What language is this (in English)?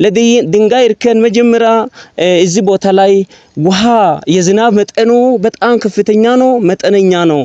Amharic